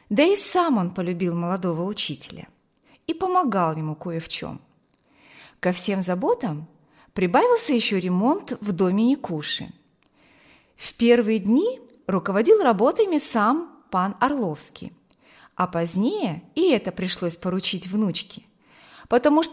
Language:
Russian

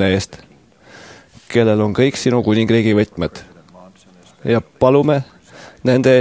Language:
Estonian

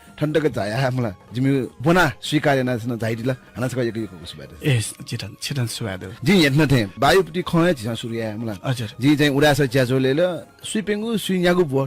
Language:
Newari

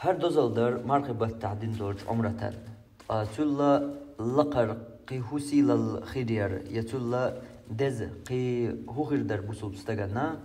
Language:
Chechen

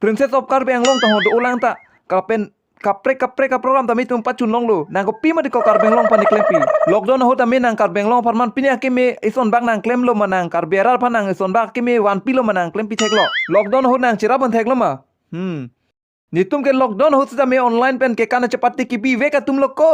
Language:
Karbi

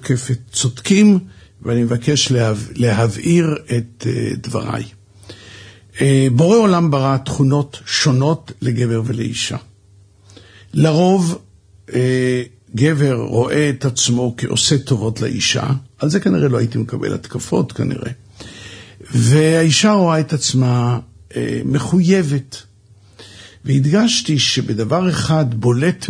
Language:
Hebrew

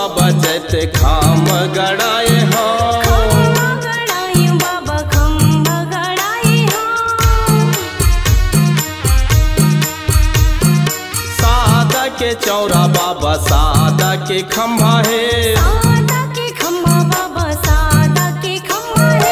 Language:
Chhattisgarhi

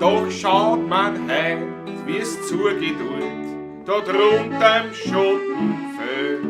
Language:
Bavarian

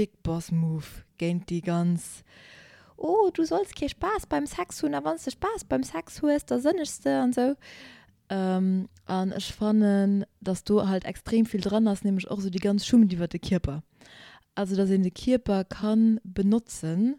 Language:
Luxembourgish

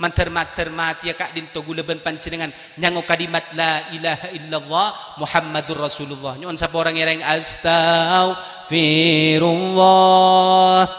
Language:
Madurese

